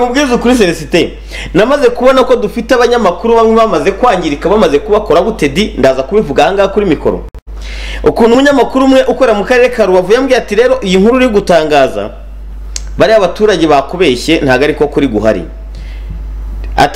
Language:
Kinyarwanda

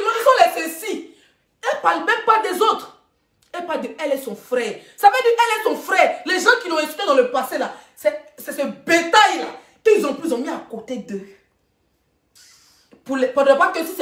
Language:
French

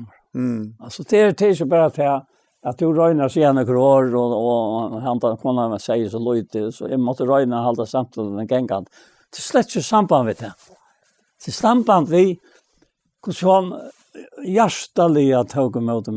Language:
Faroese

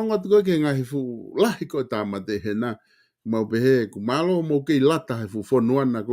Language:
Tongan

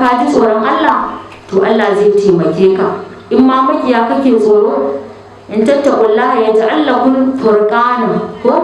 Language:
Hausa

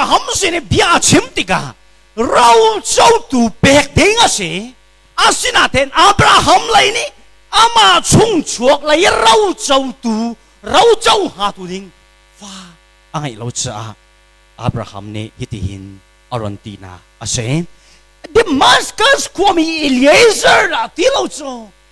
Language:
Hakha Chin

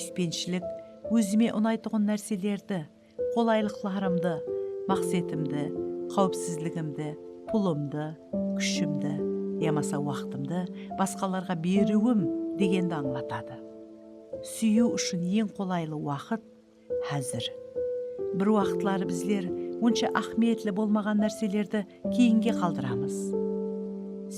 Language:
Kara-Kalpak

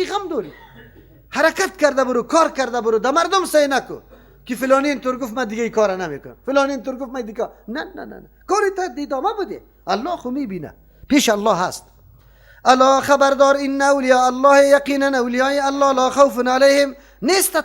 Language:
Persian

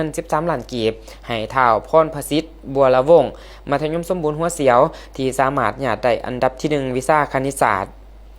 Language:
Lao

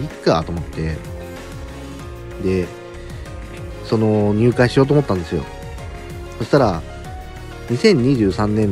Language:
Japanese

